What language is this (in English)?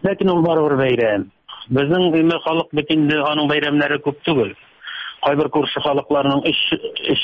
Tatar